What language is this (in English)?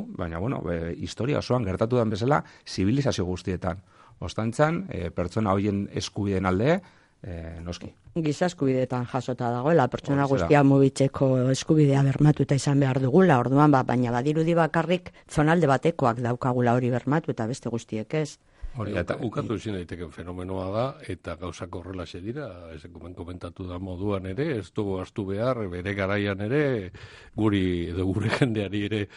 Basque